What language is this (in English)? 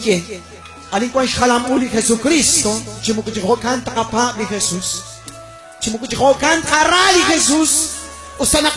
Kekchí